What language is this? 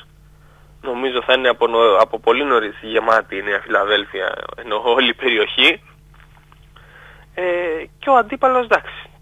Greek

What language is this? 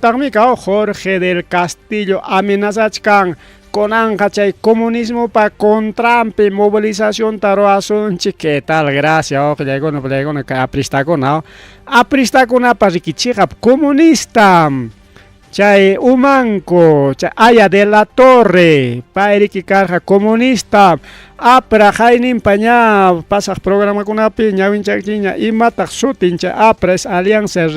Ayacucho Quechua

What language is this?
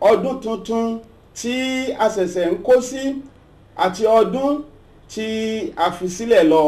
Yoruba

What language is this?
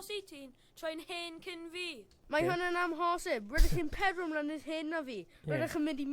Welsh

